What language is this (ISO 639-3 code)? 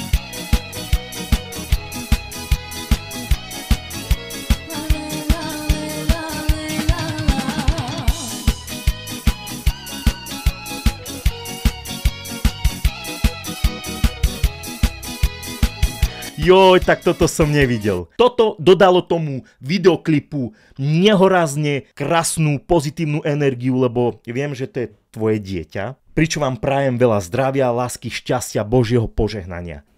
slk